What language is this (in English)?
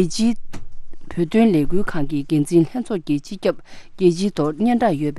Tibetan